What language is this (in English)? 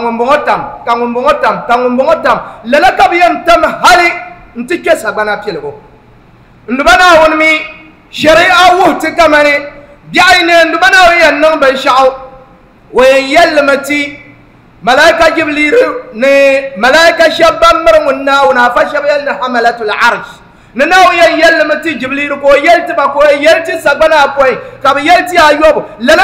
Dagbani